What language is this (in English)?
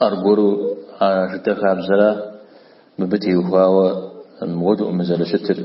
Kabardian